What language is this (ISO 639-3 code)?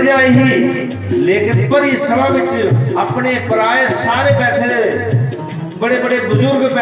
doi